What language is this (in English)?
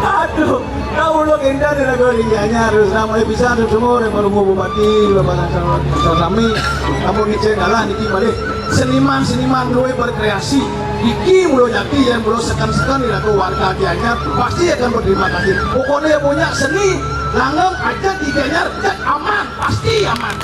Balinese